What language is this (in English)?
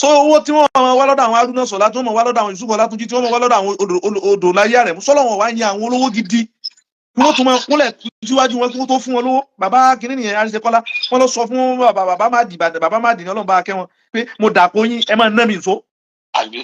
Yoruba